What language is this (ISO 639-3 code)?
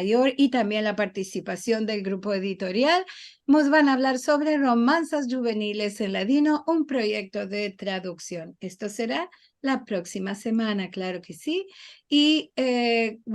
lad